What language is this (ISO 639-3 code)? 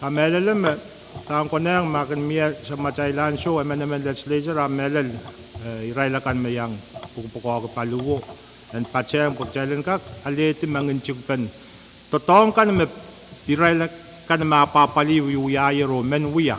pon